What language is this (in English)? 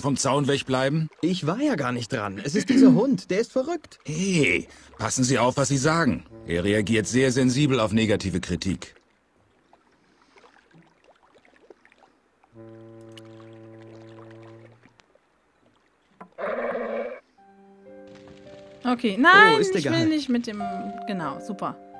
German